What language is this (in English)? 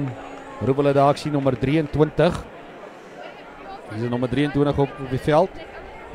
Afrikaans